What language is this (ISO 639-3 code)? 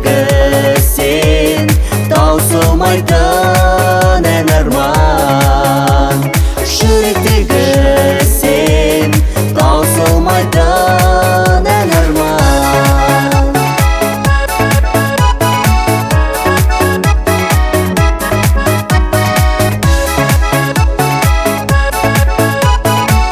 kaz